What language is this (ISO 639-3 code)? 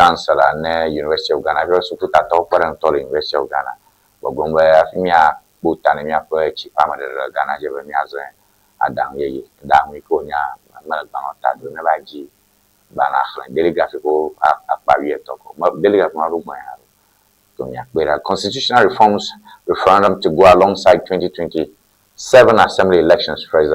ewe